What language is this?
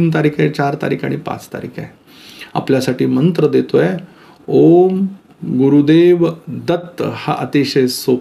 Marathi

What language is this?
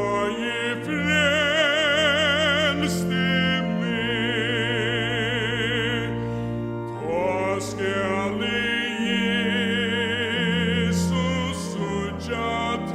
Faroese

